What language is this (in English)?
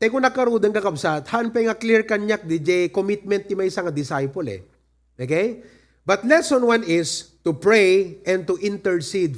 Iloko